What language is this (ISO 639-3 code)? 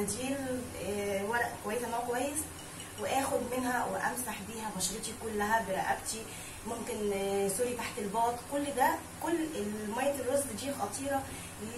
arz